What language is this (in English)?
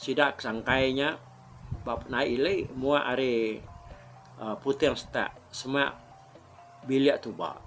Iban